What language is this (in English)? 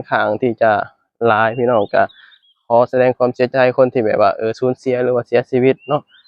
Lao